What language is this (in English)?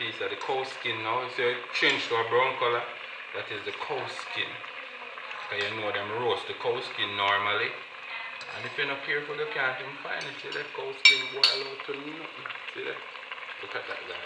Jamaican Creole English